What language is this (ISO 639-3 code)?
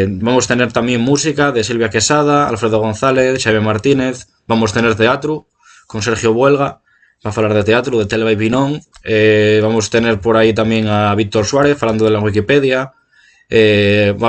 ast